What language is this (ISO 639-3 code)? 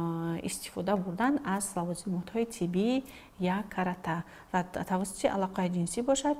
tgk